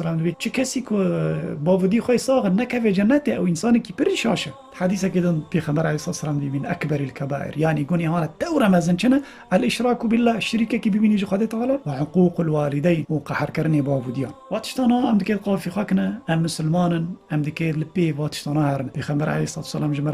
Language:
Kurdish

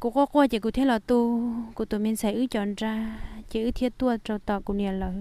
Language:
Hmong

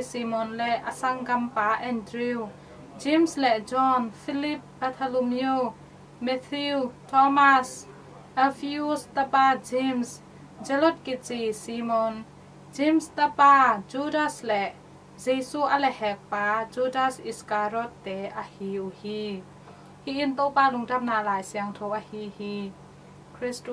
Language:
Tedim Chin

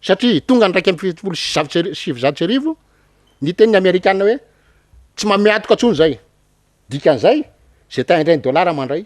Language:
Malagasy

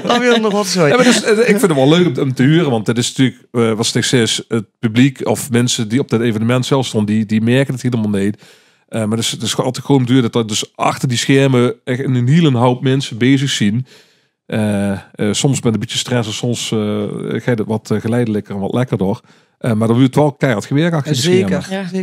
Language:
Limburgish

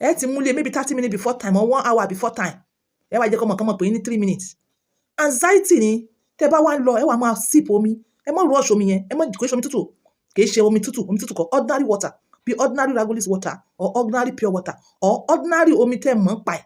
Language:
Yoruba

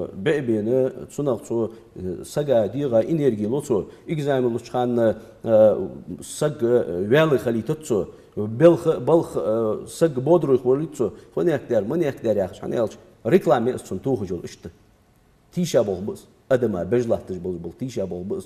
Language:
Ingush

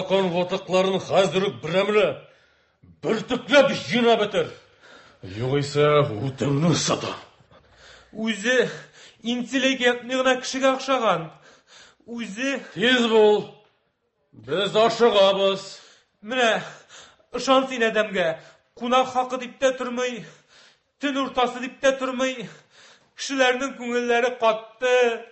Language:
Tatar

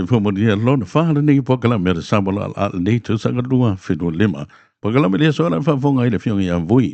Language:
Samoan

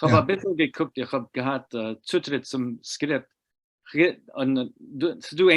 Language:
Yiddish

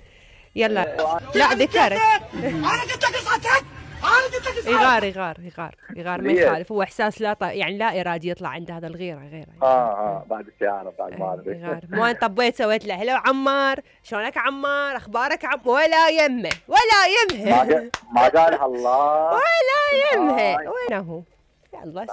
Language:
Mesopotamian Arabic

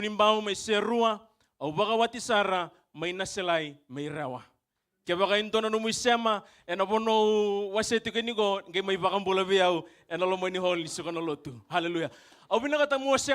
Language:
Fijian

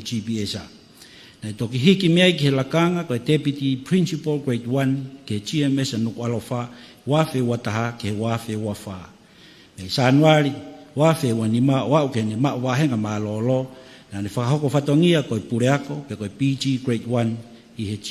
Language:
Tongan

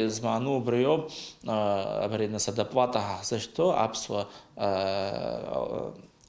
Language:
Abkhazian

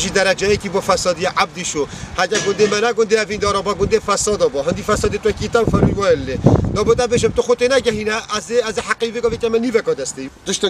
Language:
Kurdish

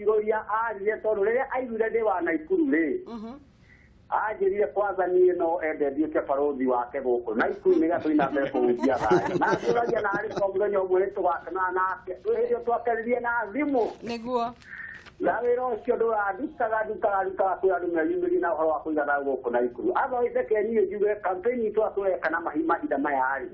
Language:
Kikuyu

